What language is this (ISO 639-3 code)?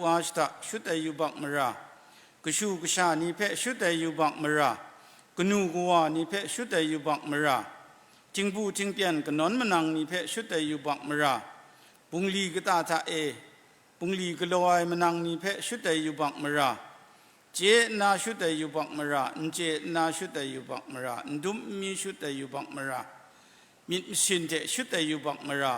kac